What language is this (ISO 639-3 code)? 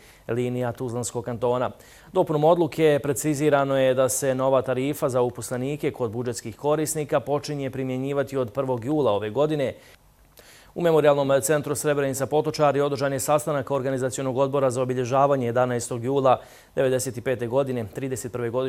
bos